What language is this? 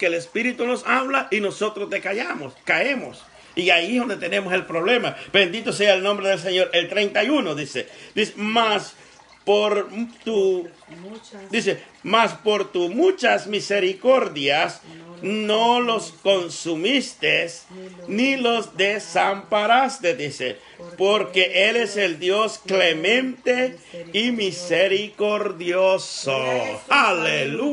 Spanish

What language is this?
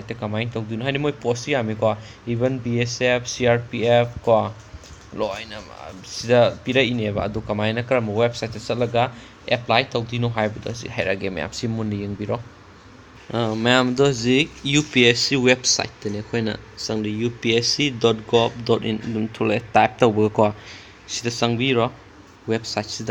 Manipuri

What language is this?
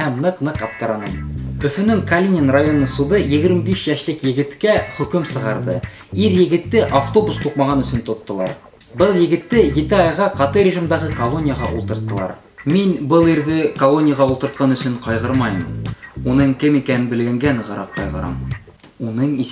Bashkir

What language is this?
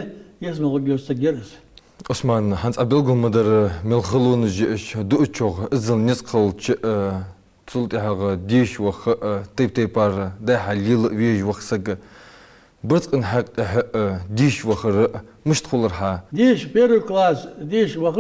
Ingush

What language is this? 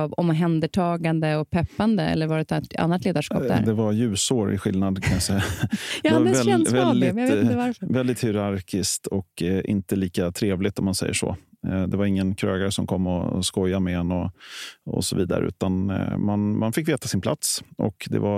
Swedish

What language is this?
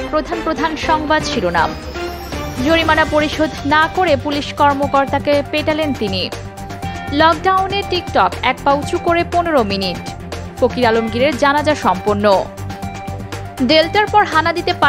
Bangla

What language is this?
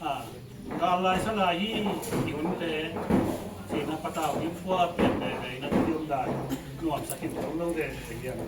Tedim Chin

